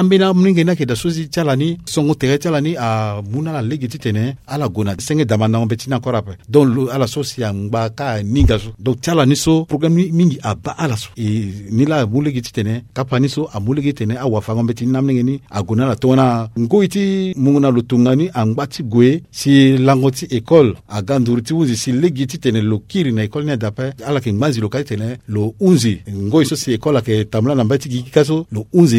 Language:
Sango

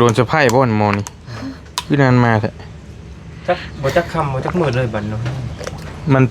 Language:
Northeastern Thai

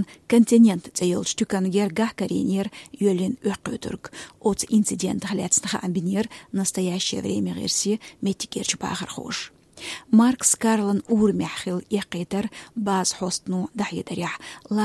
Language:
Chechen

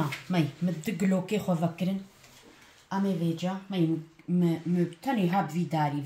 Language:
Kurdish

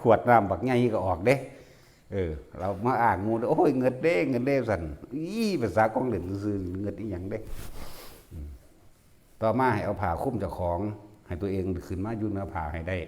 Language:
Northeastern Thai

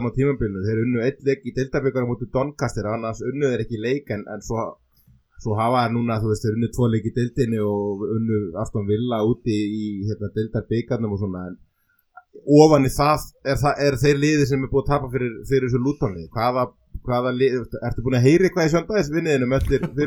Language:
Icelandic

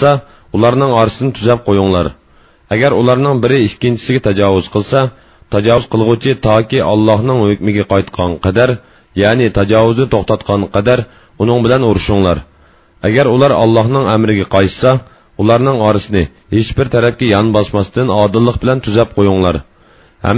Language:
Uyghur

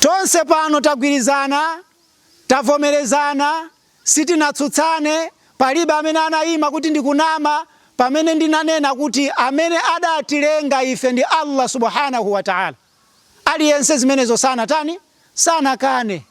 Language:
Nyanja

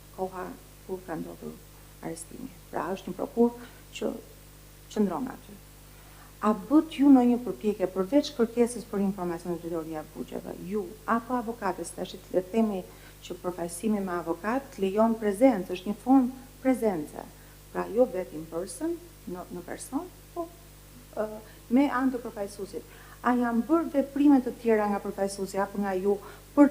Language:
Albanian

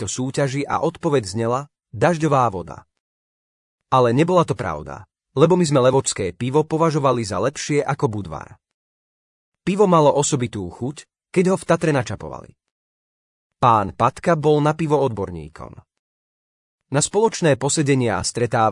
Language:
Slovak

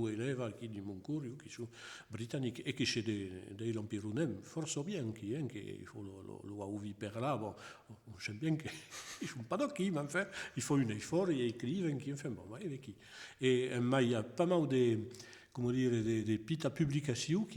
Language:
Occitan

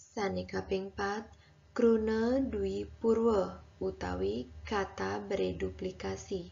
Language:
Balinese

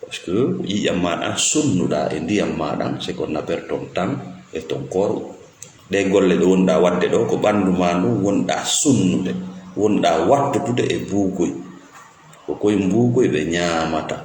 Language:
Fula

